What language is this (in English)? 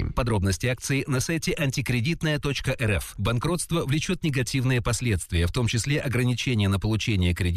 Russian